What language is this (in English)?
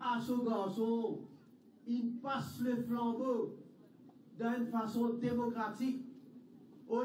Morisyen